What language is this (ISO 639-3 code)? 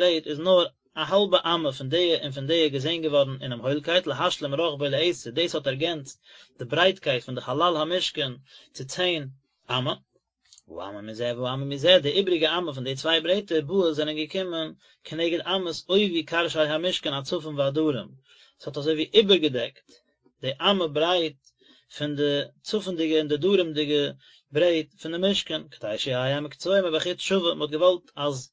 yid